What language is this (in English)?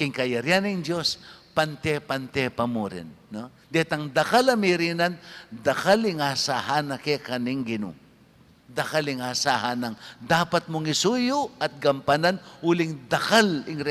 Pampanga